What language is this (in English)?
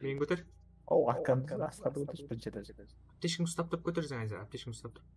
Kara-Kalpak